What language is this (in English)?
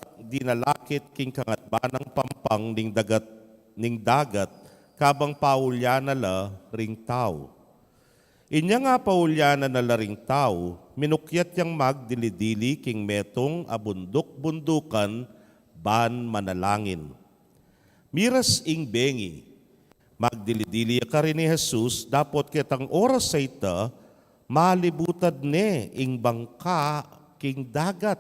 Pampanga